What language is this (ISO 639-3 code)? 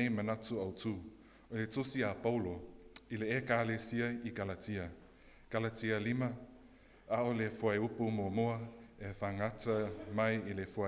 smo